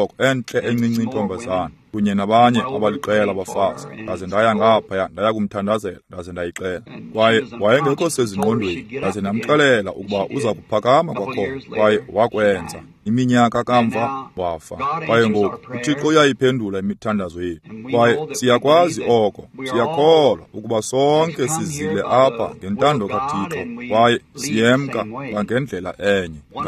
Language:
Xhosa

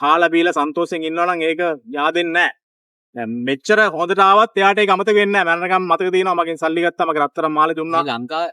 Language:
Sinhala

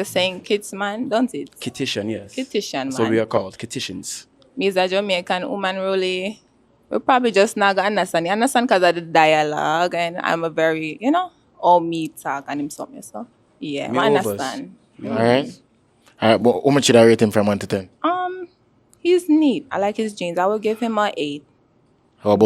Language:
Jamaican Creole English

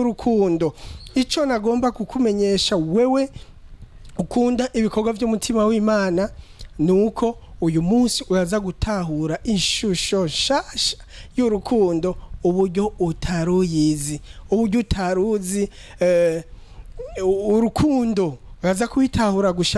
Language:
Rundi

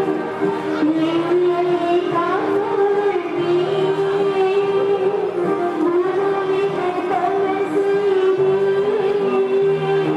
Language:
Tamil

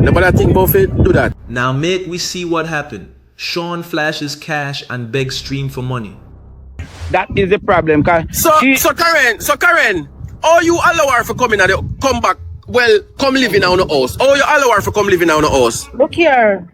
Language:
Jamaican Creole English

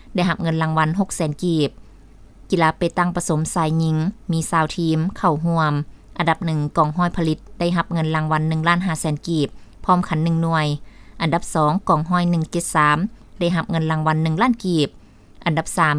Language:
Lao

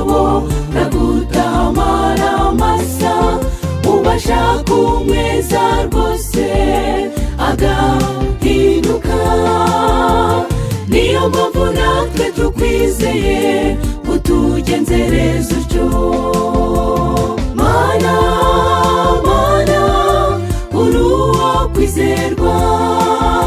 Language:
Kinyarwanda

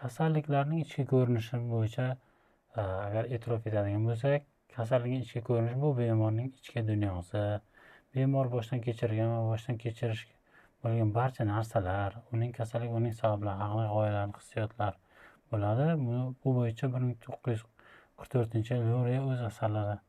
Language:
Uzbek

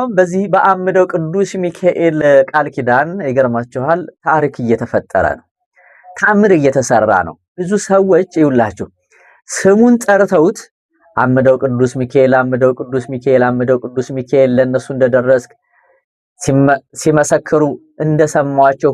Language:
Amharic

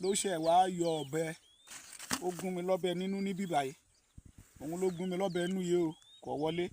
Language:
Yoruba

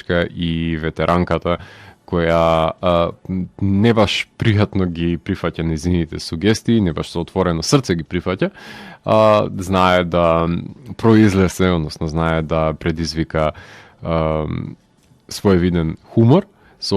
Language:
Macedonian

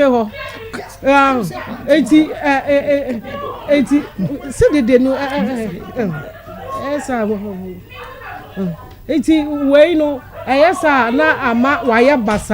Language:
Akan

